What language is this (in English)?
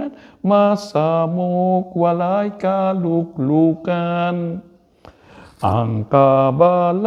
Cebuano